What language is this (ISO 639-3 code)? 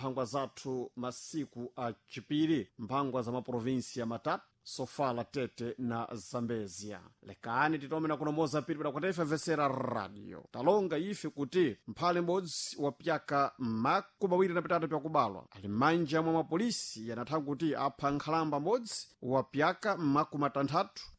seh